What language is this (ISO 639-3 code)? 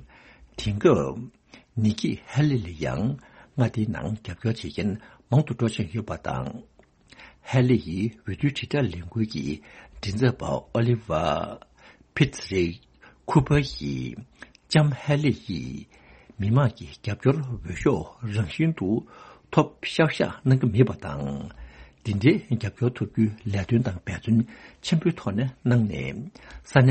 bod